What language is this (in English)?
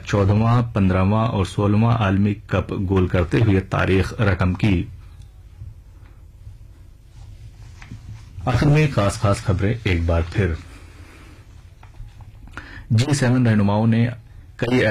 Urdu